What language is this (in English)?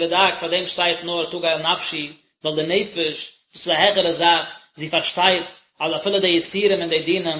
Yiddish